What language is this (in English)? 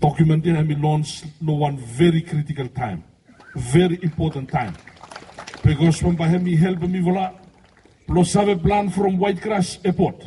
Bislama